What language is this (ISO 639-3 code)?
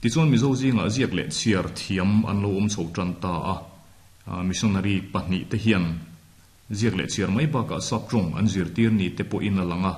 lus